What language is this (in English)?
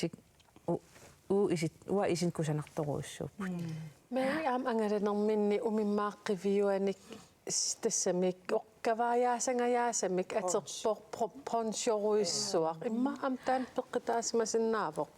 Kalaallisut